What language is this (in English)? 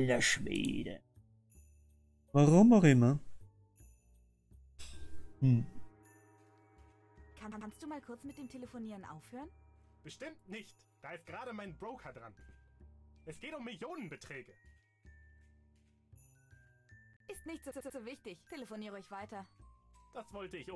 German